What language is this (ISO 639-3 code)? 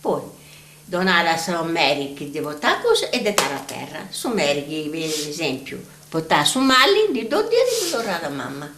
srd